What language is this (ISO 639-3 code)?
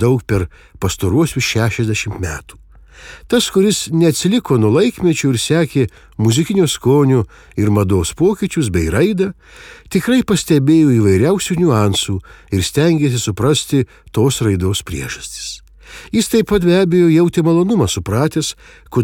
lit